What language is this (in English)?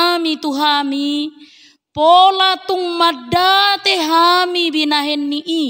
Batak Toba